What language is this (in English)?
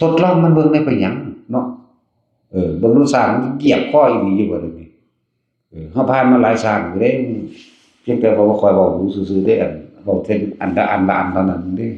Northeastern Thai